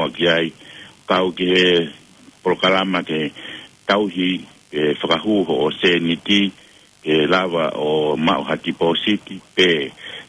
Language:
Tongan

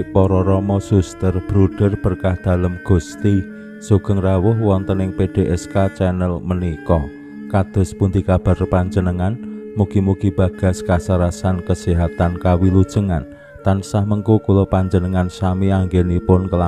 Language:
Javanese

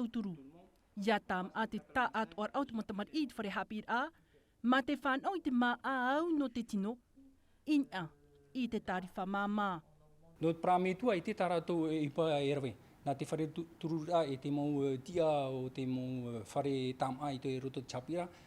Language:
Tahitian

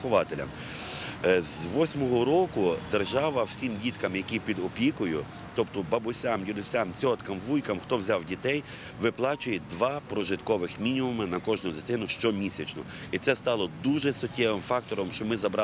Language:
Ukrainian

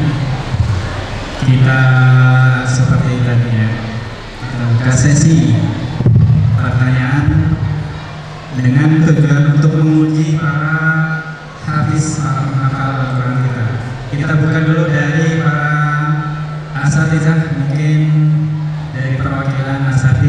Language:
Indonesian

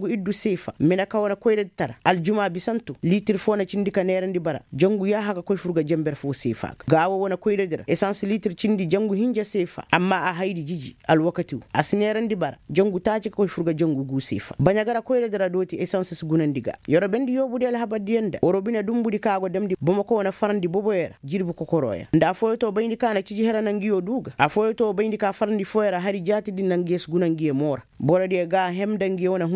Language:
Koyraboro Senni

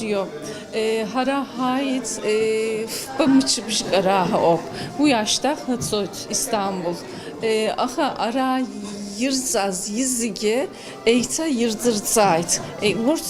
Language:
Abkhazian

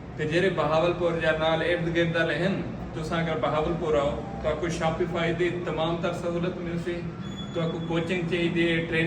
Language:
Saraiki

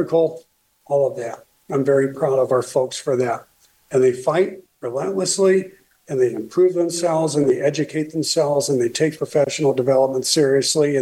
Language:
English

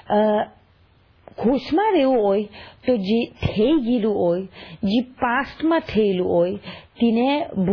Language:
Gujarati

